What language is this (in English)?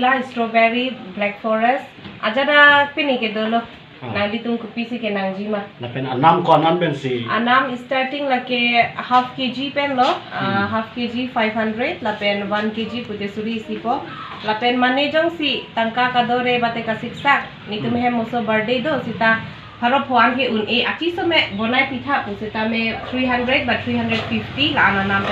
Karbi